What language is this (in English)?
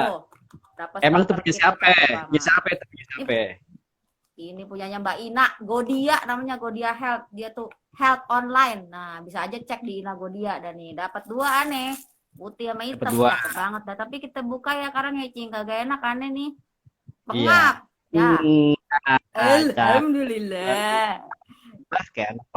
Betawi